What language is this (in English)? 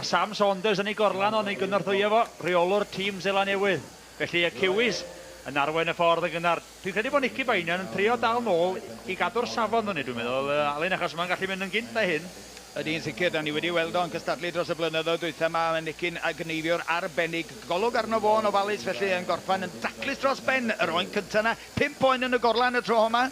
Welsh